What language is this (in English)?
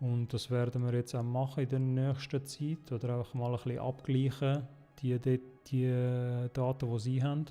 Swiss German